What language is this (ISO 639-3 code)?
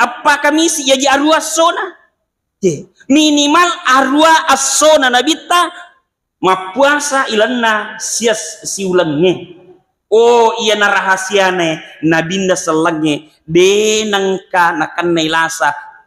bug